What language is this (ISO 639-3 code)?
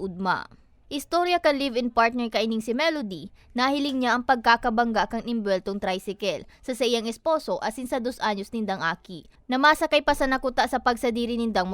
bik